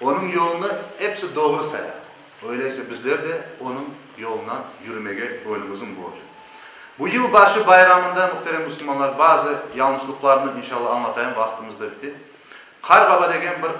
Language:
Crimean Tatar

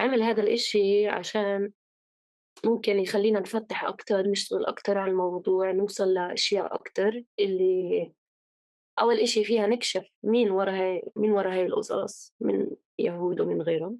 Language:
North Levantine Arabic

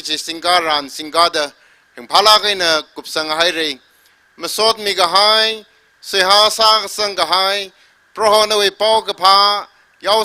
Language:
Tangkhul Naga (India)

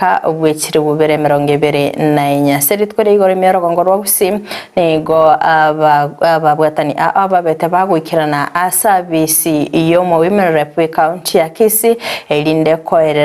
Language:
Gusii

